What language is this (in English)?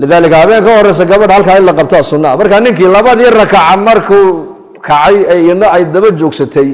Somali